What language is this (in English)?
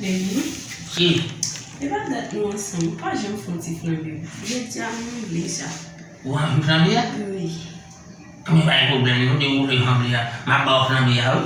Haitian Creole